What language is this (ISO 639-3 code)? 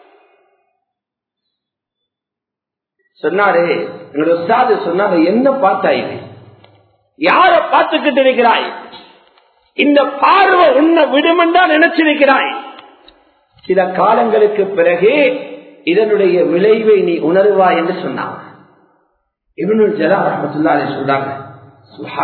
tam